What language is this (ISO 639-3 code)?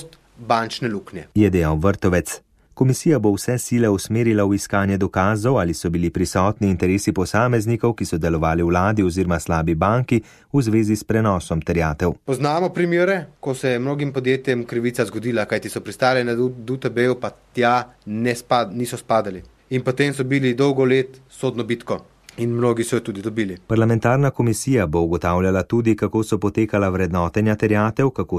slv